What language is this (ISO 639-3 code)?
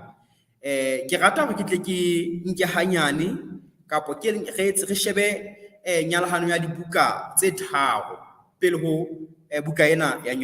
sot